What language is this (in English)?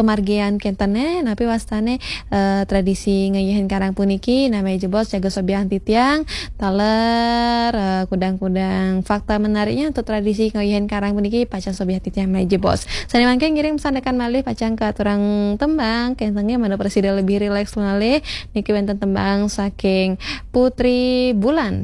Balinese